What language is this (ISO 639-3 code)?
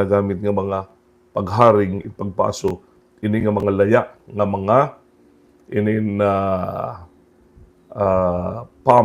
war